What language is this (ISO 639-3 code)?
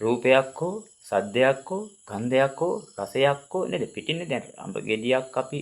sin